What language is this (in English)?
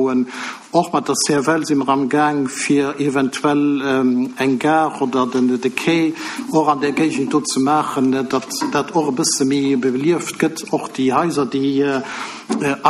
Luxembourgish